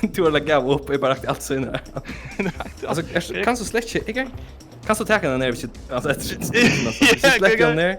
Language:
Faroese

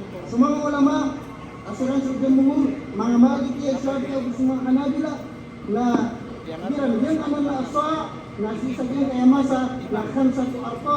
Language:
Maranao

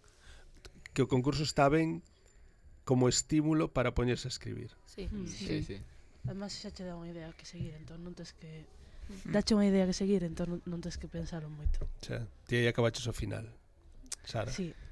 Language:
Galician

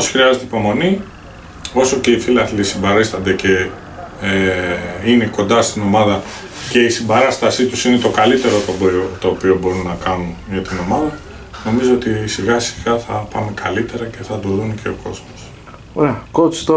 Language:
Greek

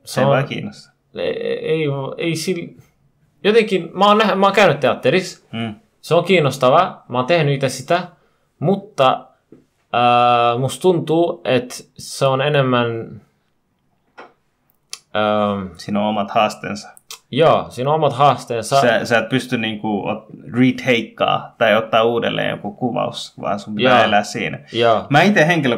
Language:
Finnish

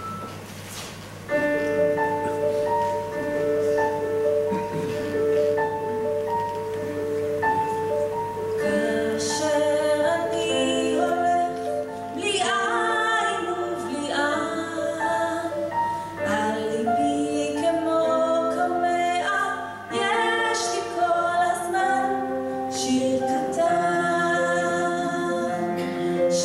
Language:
Hebrew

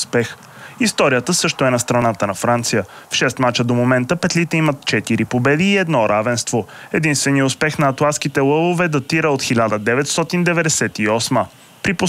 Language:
Bulgarian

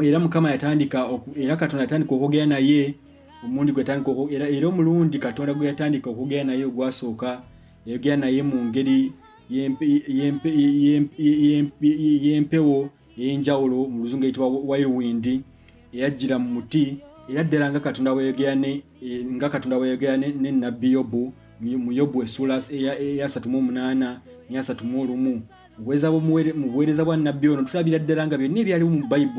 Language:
Ganda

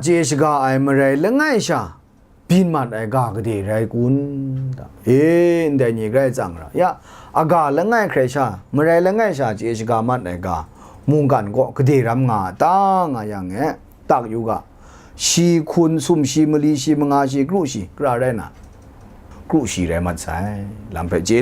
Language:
Kachin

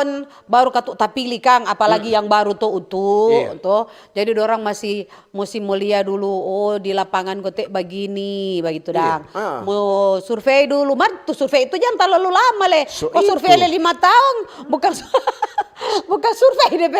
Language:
Manado Malay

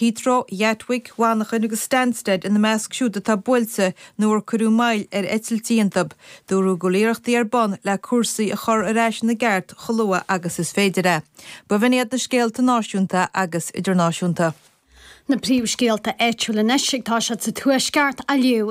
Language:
Irish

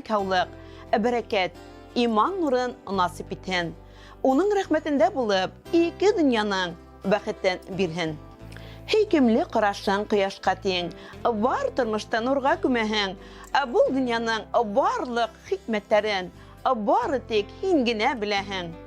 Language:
Bashkir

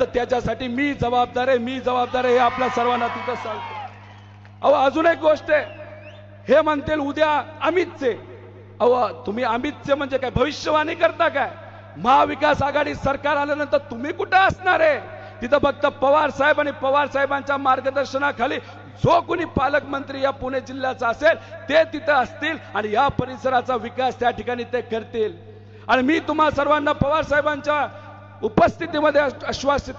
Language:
Marathi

